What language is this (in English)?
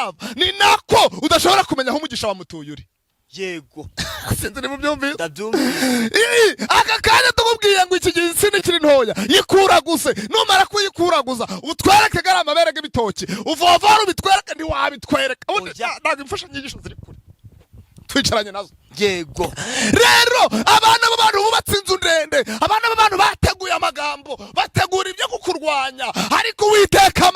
Kinyarwanda